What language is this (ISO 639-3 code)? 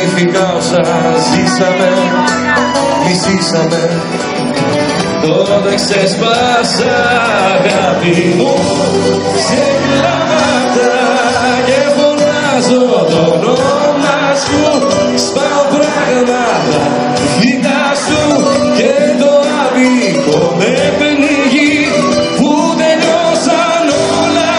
ell